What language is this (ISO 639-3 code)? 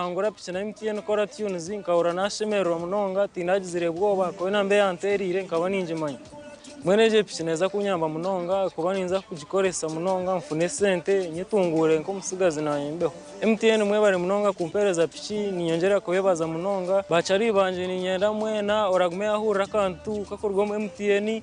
nyn